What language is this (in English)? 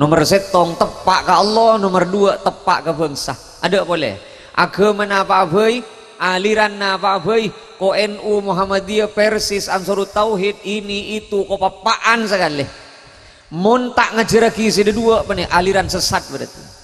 Madurese